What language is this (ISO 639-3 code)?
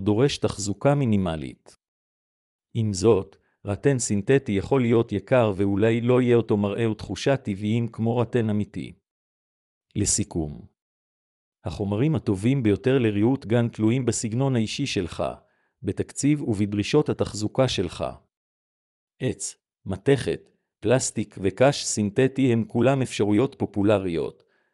heb